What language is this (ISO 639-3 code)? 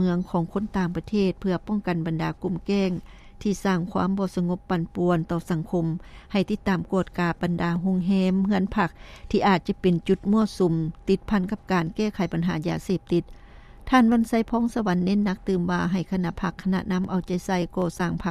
lao